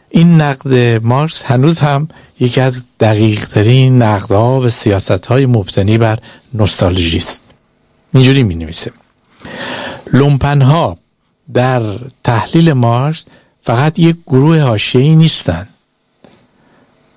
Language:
Persian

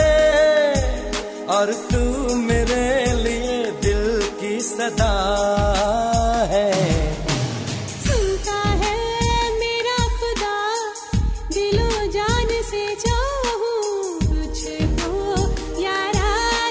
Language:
Hindi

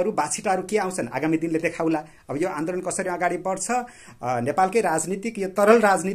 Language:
Nepali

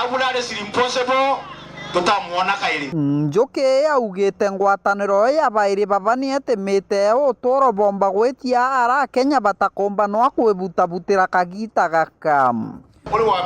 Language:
Meru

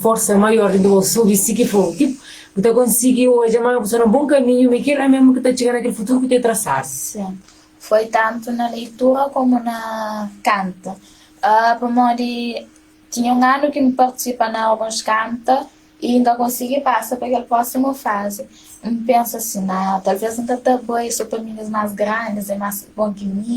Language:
Kabuverdianu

